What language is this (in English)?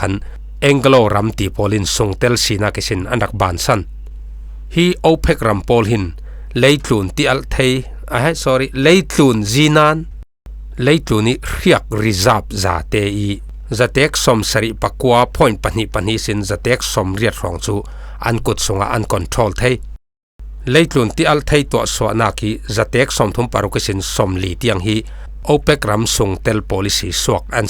Falam Chin